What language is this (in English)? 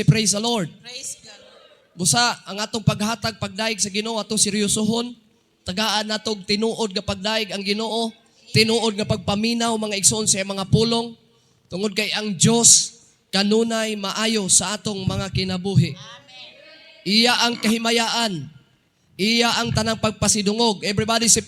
Cebuano